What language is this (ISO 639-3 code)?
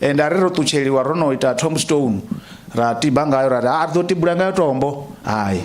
ven